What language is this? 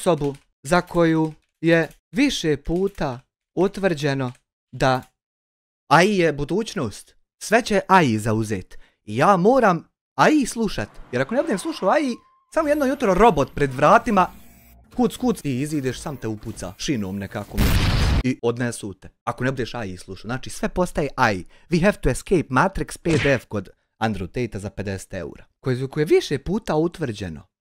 Bosnian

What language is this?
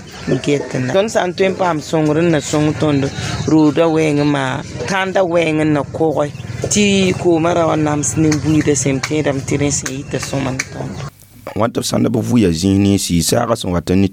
Mossi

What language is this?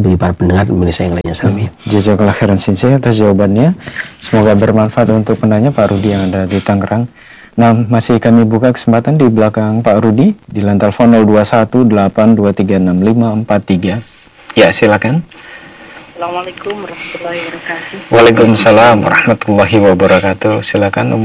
Indonesian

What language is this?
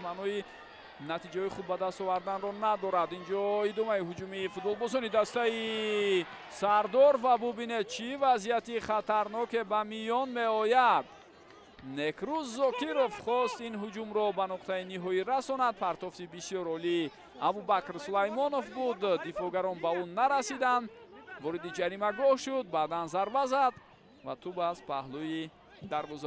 Tajik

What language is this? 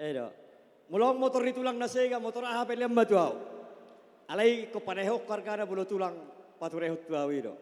Batak Toba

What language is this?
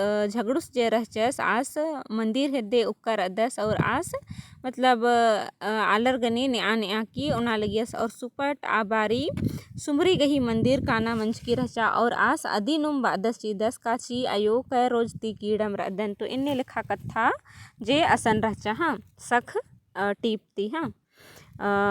Kurukh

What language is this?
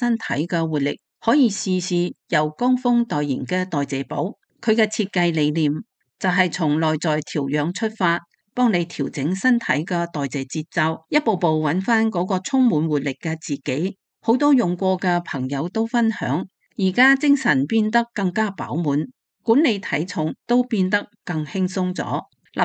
Cantonese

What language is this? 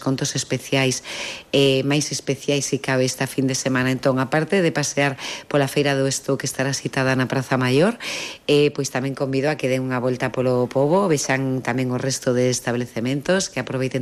Galician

